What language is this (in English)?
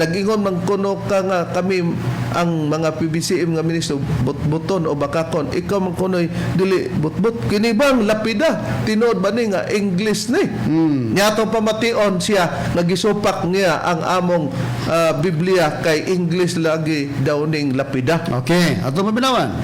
Cebuano